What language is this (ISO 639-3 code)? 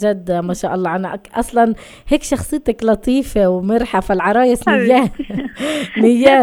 apc